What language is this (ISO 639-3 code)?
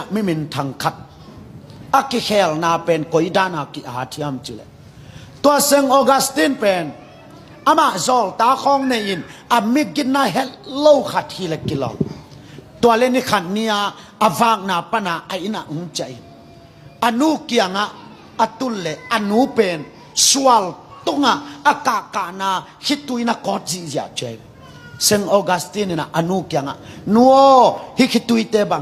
ctd